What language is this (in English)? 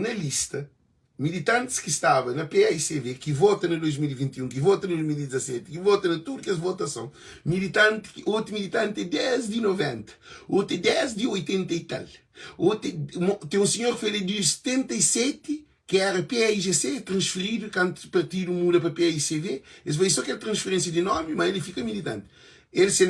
Kabuverdianu